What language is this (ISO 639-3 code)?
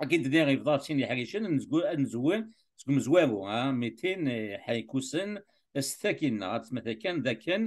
kab